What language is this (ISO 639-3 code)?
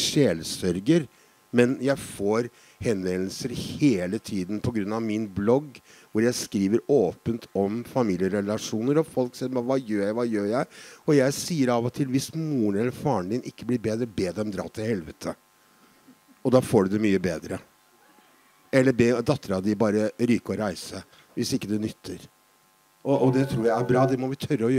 nor